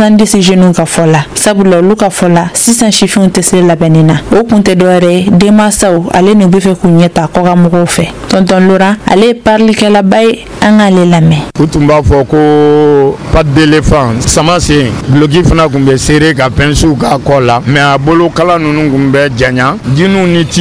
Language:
Bambara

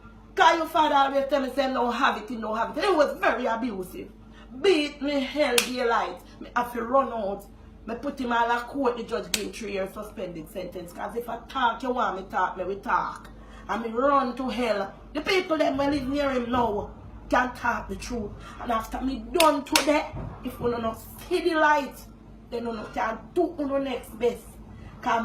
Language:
Jamaican Creole English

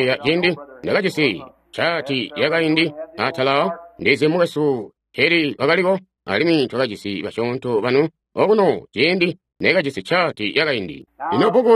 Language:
Tonga (Zambia)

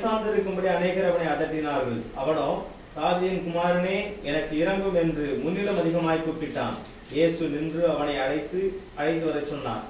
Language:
Tamil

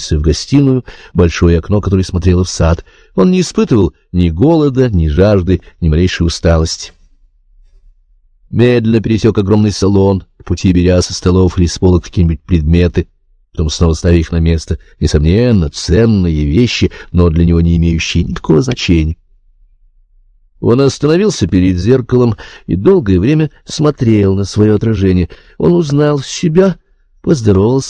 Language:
Russian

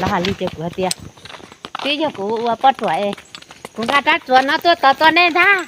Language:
Hmong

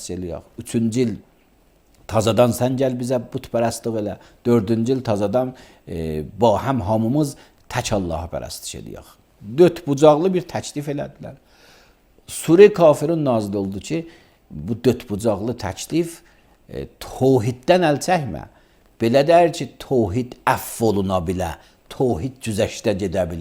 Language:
Azerbaijani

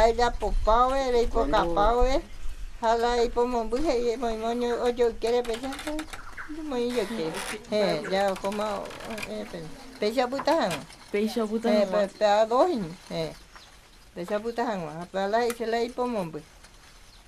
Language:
Guarani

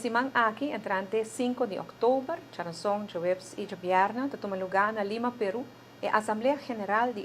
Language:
Papiamento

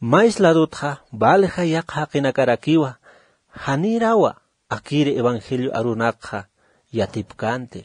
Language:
Aymara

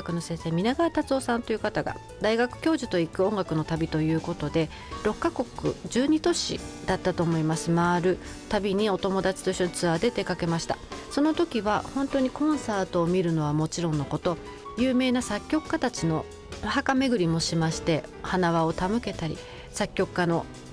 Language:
Japanese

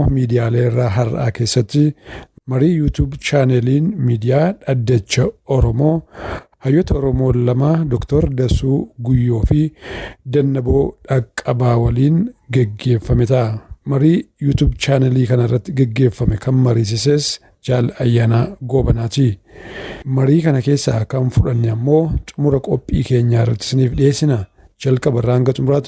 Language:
Oromo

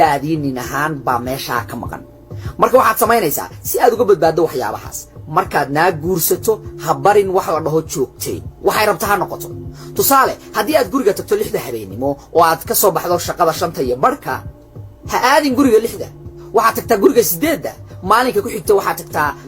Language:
Somali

